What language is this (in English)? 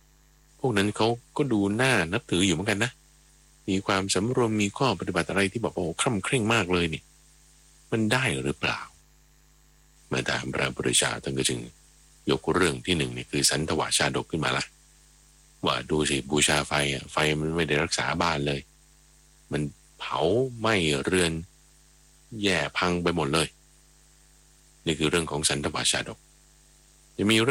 Thai